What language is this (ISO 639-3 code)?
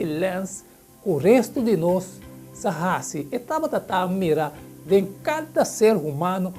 pap